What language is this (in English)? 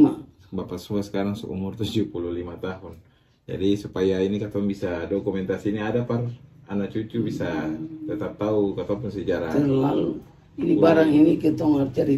Ambonese Malay